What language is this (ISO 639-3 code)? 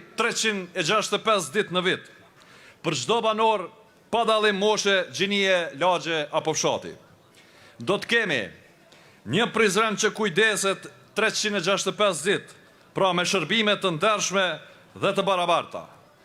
sqi